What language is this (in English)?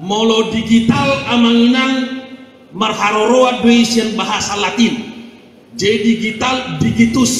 Batak Toba